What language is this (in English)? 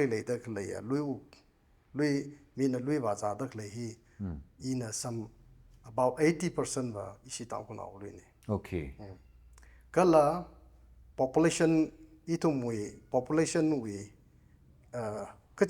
Tangkhul Naga (India)